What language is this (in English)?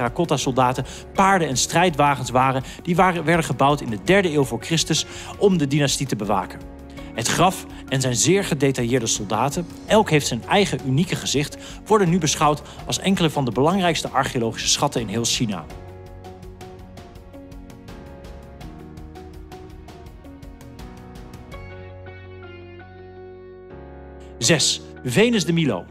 Dutch